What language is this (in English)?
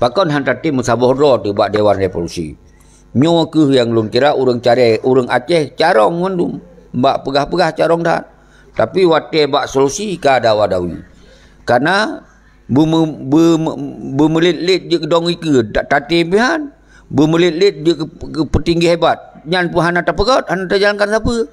Achinese